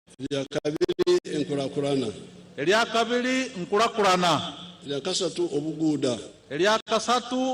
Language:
Nyankole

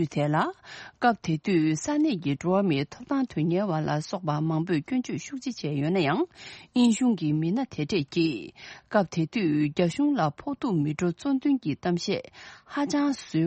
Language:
Tibetan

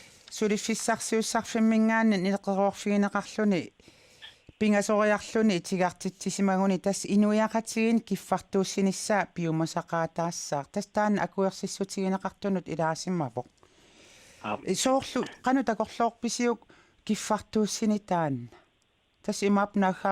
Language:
Kalaallisut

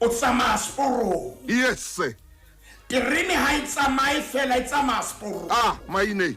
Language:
Southern Sotho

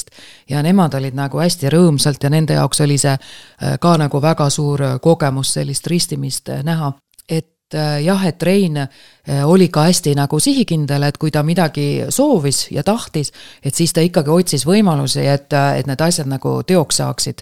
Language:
Estonian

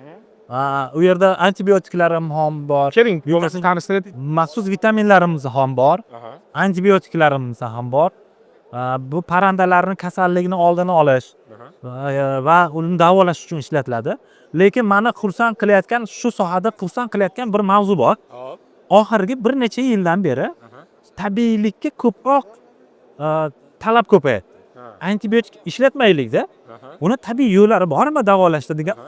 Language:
Uzbek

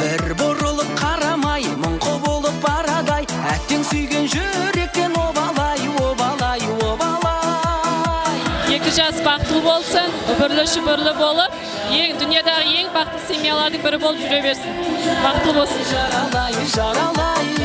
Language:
Kara-Kalpak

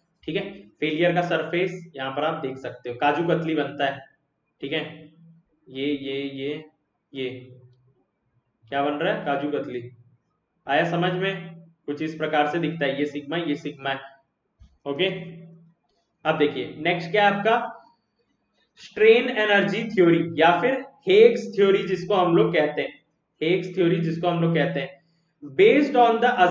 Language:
Hindi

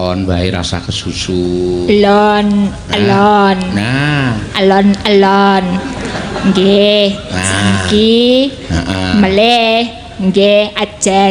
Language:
Javanese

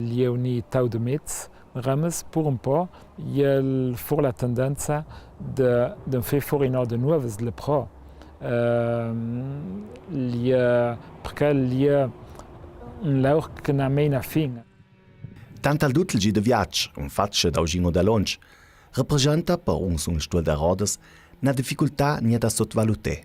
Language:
Ladin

